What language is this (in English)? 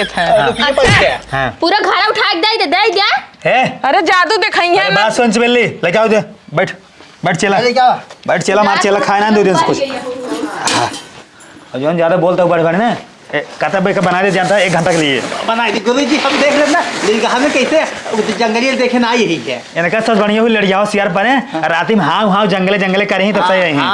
Awadhi